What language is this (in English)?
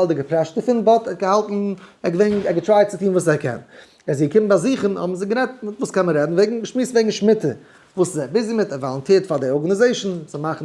Yiddish